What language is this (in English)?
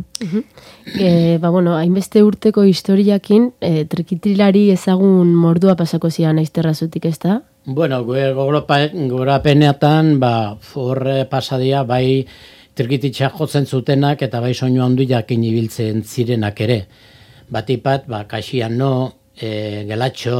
Basque